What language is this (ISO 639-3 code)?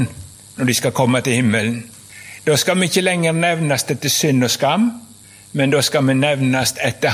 nor